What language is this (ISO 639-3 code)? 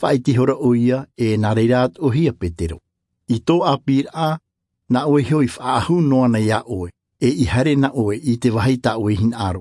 tah